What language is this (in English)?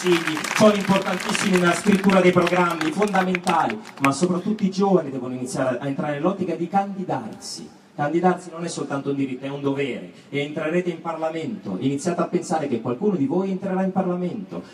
Italian